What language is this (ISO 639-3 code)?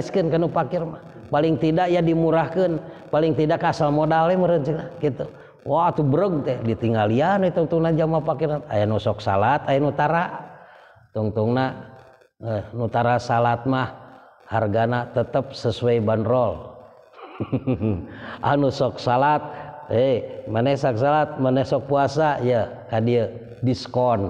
sun